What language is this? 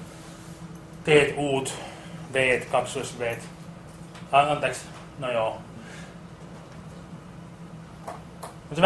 Finnish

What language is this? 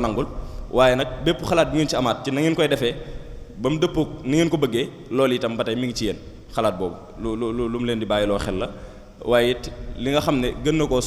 Wolof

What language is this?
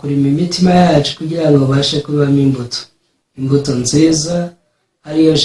Kinyarwanda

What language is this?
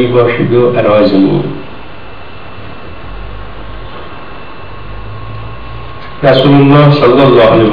Persian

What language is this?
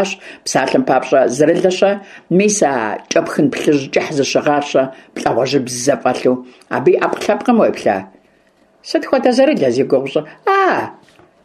Kabardian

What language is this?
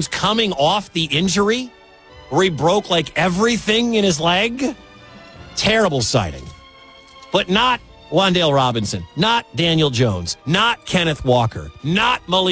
English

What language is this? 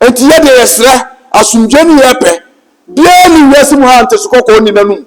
Akan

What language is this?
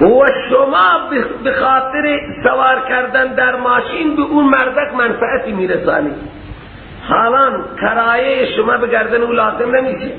Persian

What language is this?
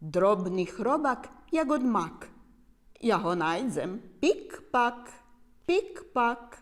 Rusyn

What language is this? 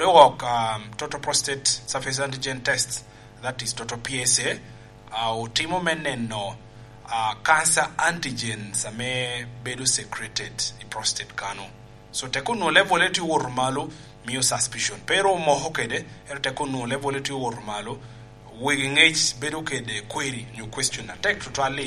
Lango (Uganda)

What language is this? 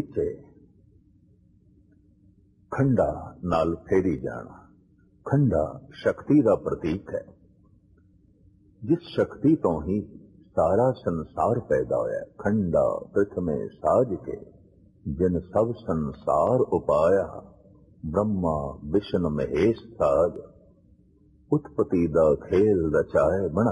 Punjabi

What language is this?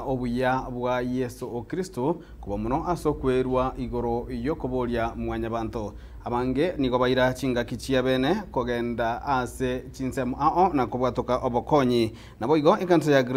Gusii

